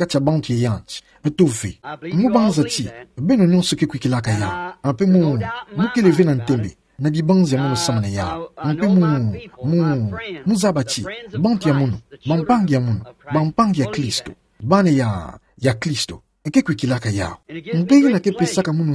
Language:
Kituba (Democratic Republic of Congo)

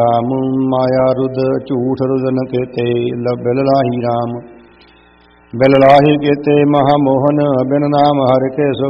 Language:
Punjabi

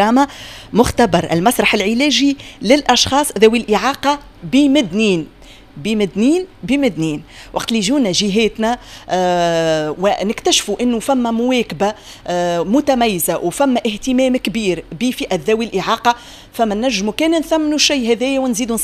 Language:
Tunisian Arabic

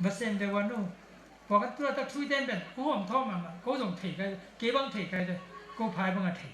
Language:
Tedim Chin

